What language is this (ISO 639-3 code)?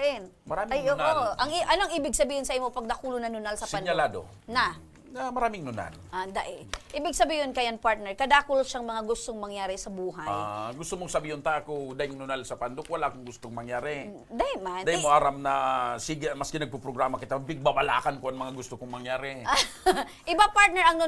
bik